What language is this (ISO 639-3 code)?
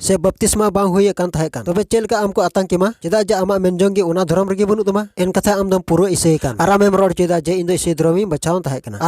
sat